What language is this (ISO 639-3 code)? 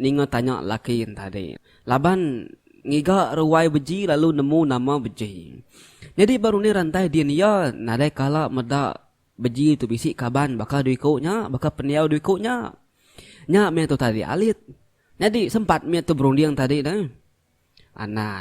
iba